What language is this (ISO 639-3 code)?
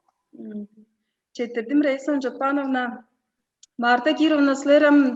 tyv